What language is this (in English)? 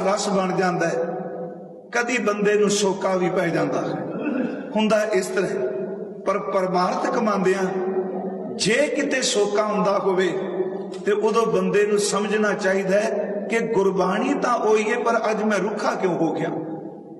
Punjabi